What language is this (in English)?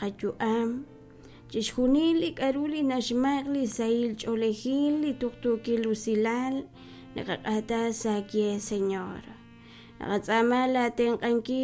Kekchí